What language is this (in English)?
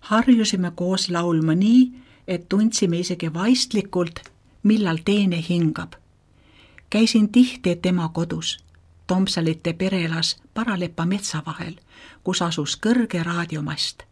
Estonian